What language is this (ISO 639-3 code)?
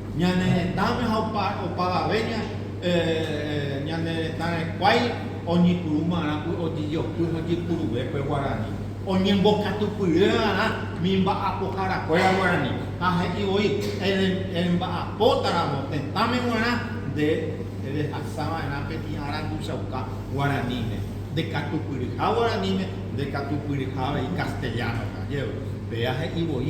grn